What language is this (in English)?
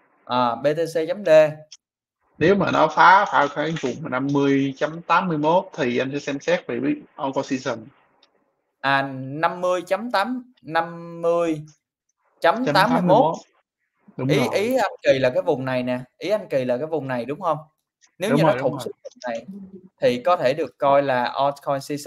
Vietnamese